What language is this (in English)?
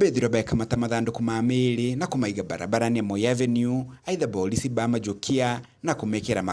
Meru